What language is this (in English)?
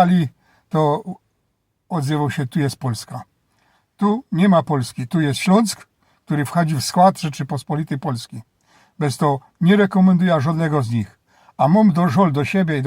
Silesian